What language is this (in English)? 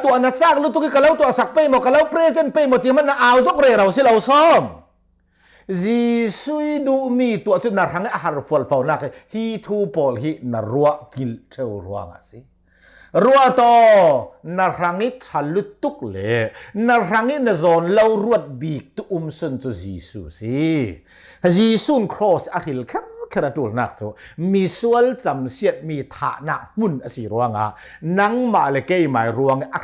Hakha Chin